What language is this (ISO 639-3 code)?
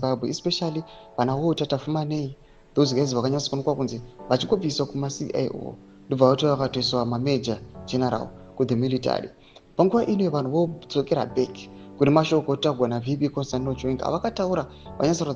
sna